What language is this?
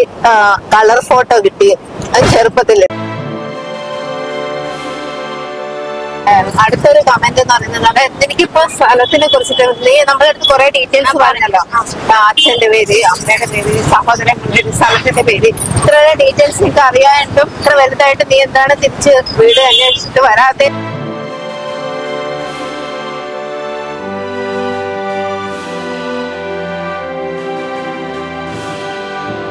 Malayalam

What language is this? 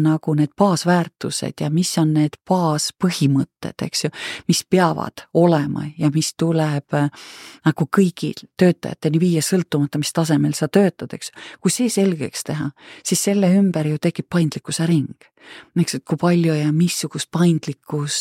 Estonian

